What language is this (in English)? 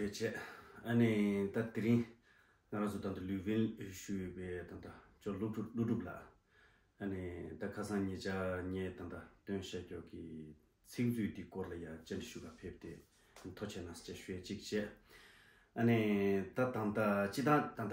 Tibetan